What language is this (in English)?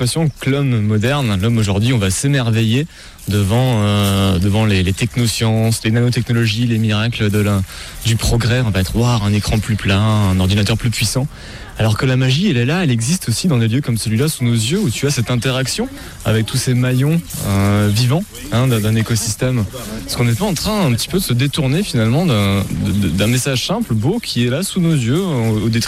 French